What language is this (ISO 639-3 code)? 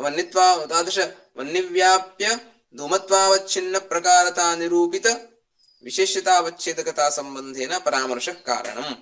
san